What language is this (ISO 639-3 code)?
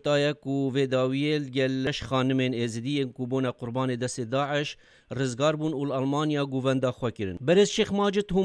kur